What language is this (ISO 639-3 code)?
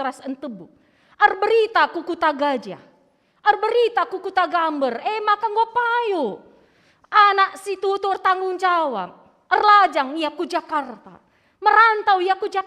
btx